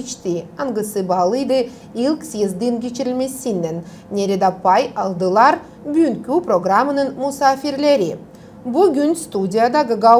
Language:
Gagauz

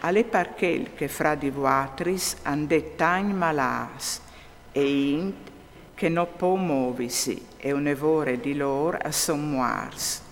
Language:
Friulian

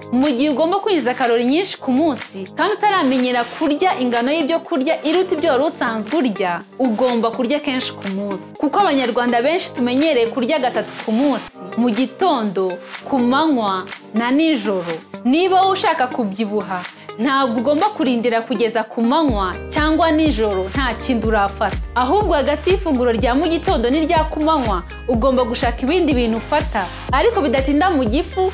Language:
Kinyarwanda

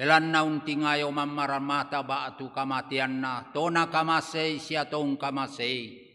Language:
Toraja-Sa'dan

